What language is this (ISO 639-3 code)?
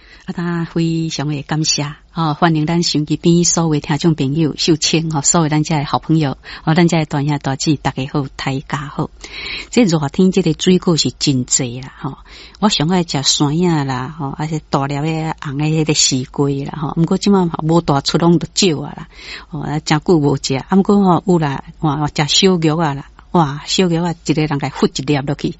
nan